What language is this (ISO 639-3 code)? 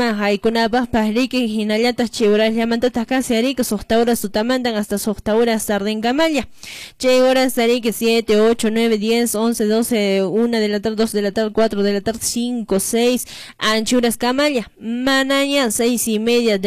que